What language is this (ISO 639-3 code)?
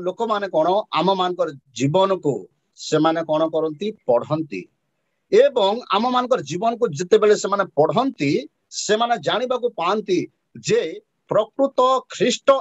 ori